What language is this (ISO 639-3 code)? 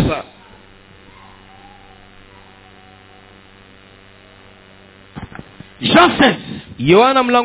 swa